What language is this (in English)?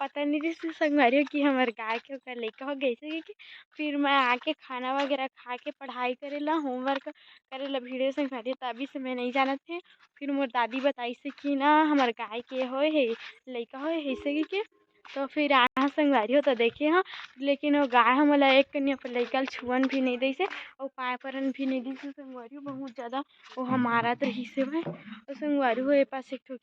Chhattisgarhi